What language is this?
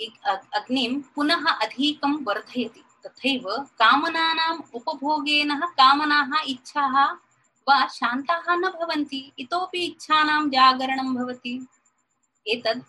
Sanskrit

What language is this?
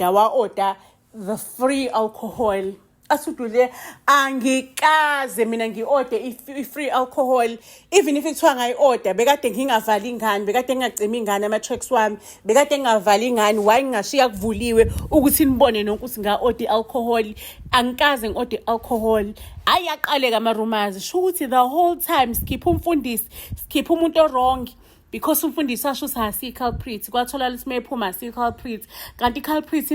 Zulu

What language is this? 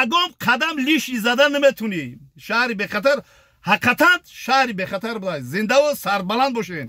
Tajik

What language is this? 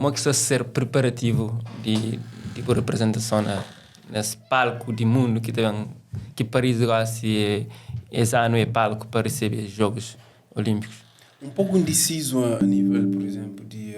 Kabuverdianu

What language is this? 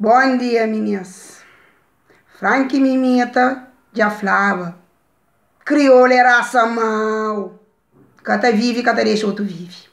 Kabuverdianu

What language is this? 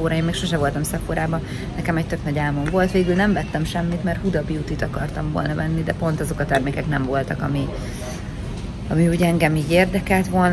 Hungarian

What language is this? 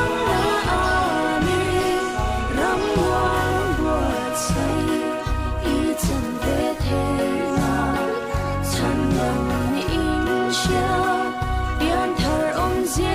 Hmar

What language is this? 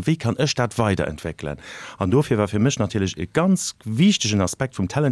Luxembourgish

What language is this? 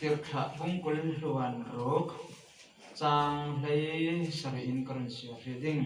Falam Chin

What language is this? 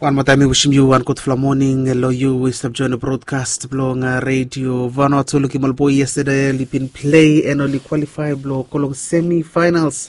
Bislama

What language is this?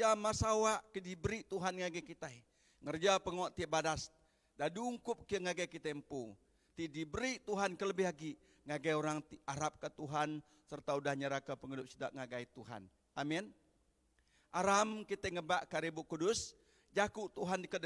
Iban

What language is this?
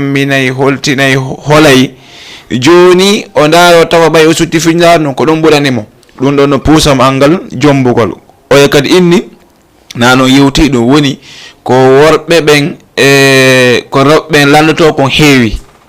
Fula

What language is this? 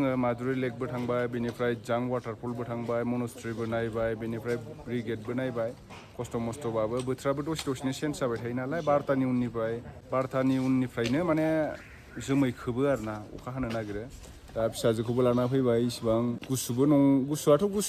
Bodo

